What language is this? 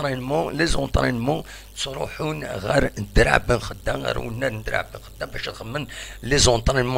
Kabyle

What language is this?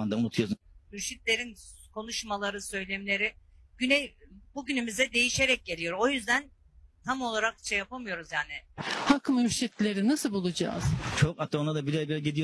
Turkish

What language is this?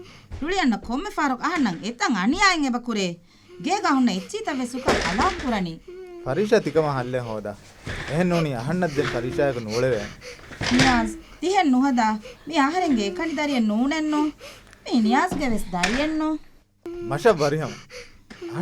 Divehi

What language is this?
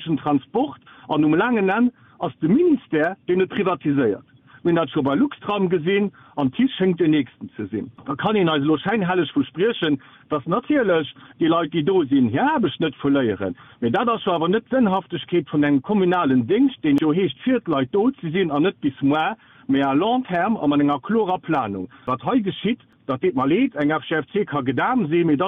Luxembourgish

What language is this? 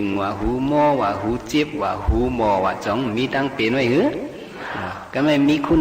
Shan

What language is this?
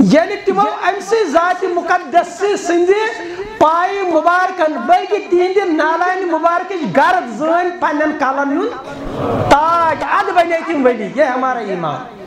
Kashmiri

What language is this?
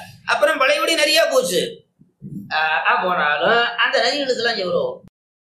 Tamil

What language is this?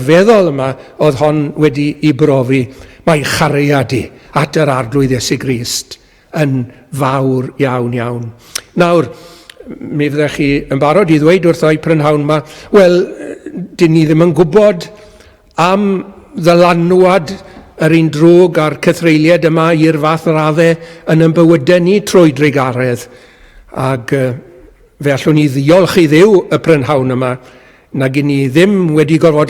Welsh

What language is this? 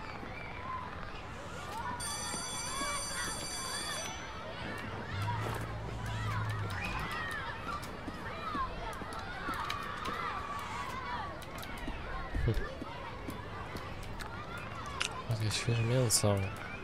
Polish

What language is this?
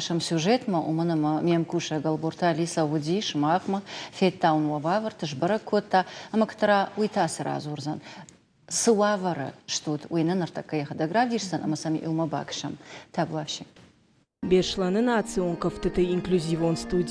Ossetic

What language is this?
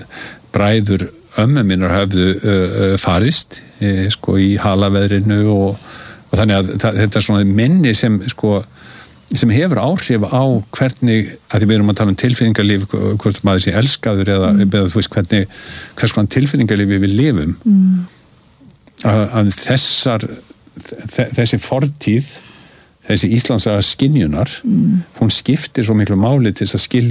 Icelandic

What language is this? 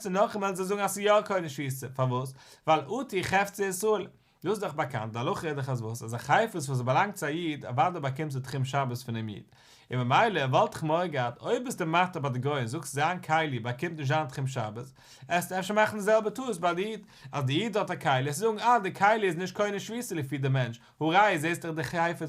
Yiddish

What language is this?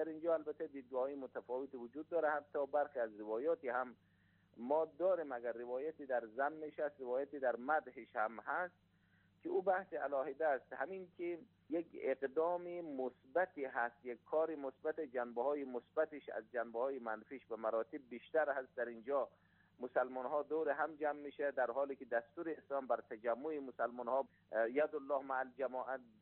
Persian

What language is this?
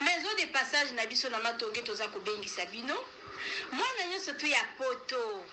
Lingala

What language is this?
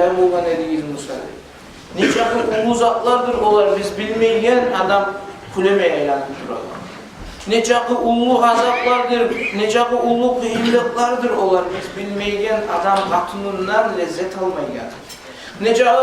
Kumyk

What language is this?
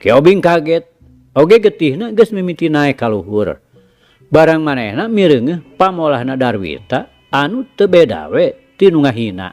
Sundanese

